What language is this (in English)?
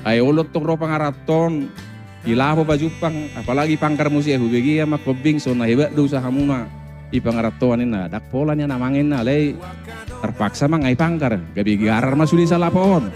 Batak Toba